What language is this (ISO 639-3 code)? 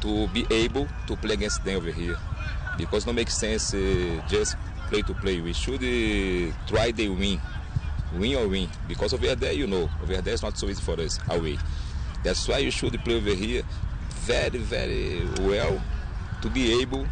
luo